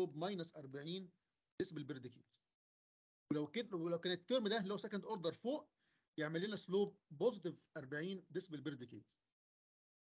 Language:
Egyptian Arabic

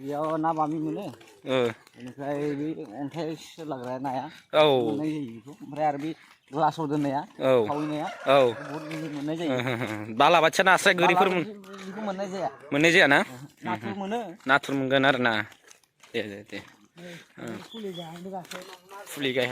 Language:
Bodo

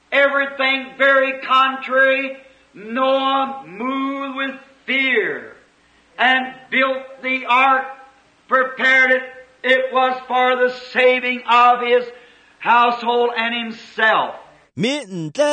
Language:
Tswana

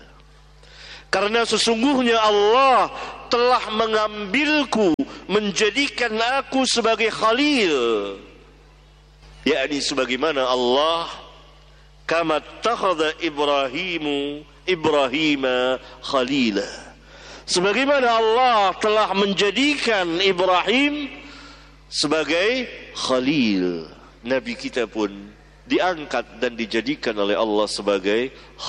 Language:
Indonesian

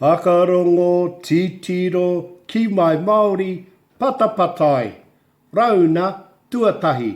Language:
Māori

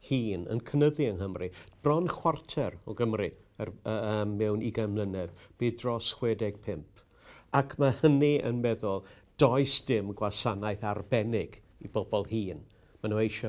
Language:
Welsh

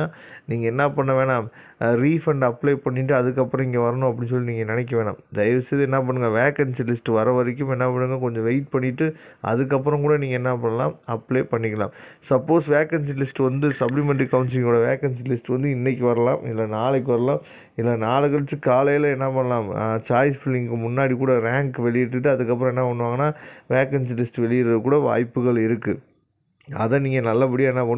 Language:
Tamil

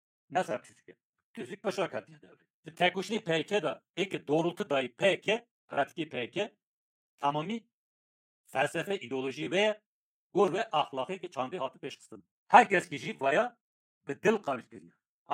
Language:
Kurdish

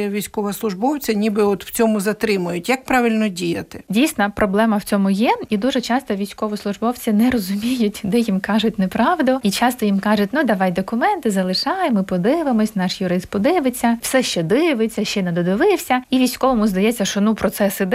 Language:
Ukrainian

